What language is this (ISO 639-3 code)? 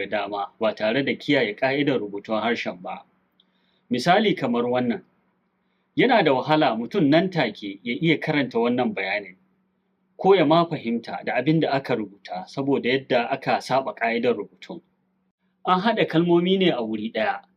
hau